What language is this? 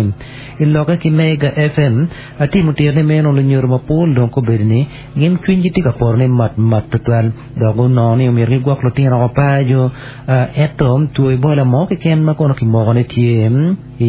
Acoli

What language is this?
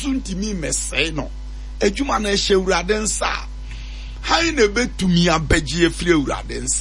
Akan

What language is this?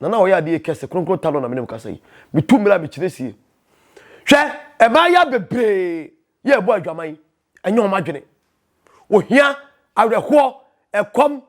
Akan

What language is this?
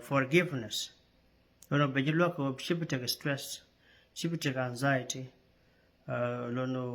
Nuer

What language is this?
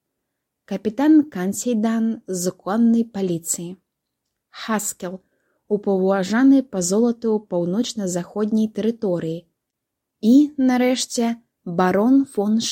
Belarusian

